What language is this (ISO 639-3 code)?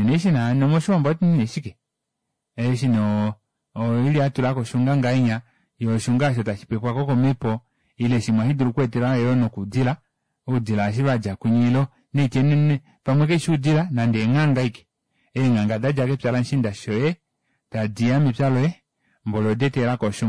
kua